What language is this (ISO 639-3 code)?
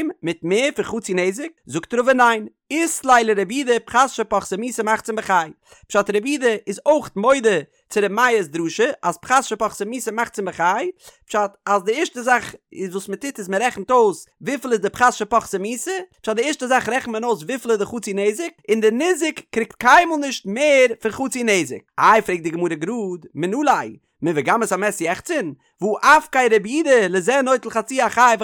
yid